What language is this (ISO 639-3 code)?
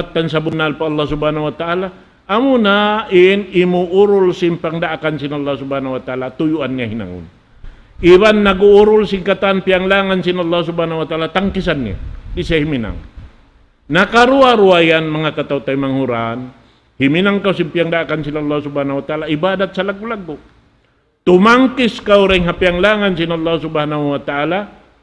tsg